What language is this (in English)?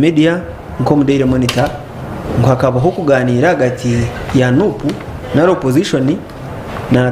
Nyankole